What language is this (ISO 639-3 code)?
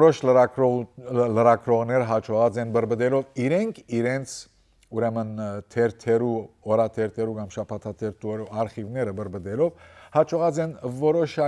hyw